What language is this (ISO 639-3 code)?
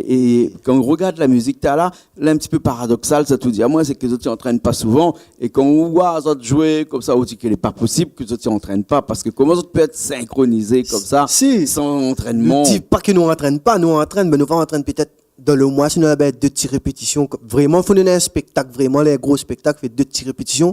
rcf